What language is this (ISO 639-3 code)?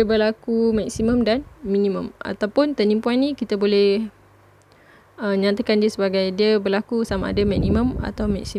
msa